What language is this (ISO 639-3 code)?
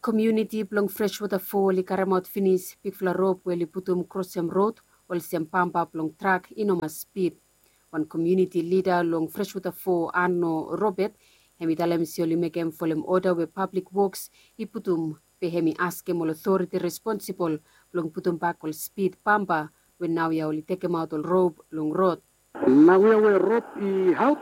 bis